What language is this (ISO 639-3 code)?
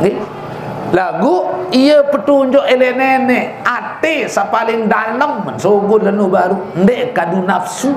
sas